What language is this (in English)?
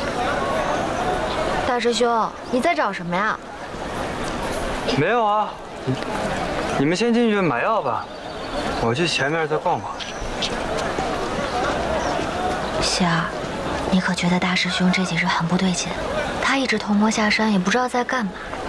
Chinese